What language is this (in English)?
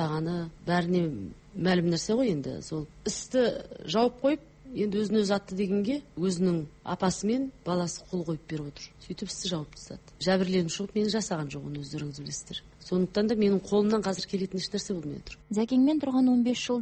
Kazakh